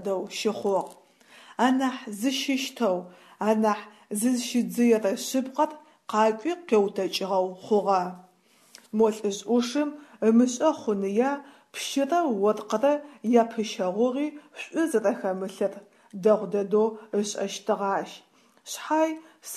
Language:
Adyghe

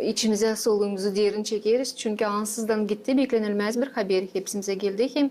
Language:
Gagauz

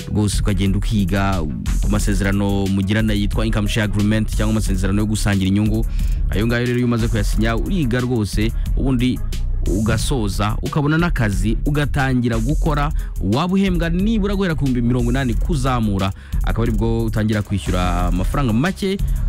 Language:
Kinyarwanda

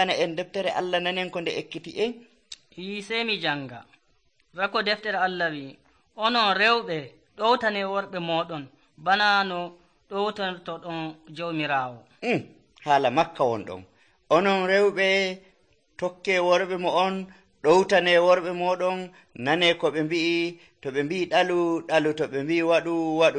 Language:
Nigerian Fulfulde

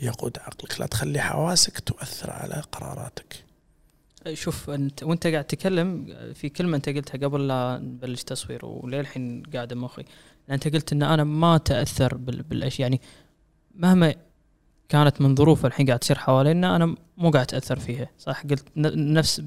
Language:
Gulf Arabic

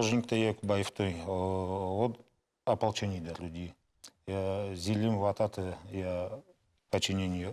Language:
Ossetic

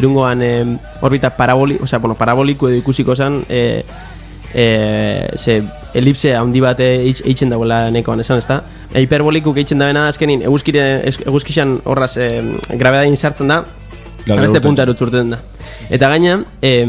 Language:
Basque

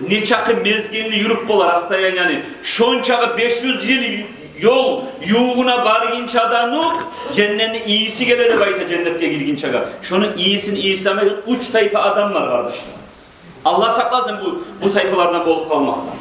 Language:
Kumyk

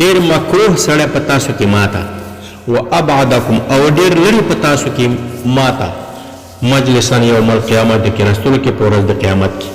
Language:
Pashto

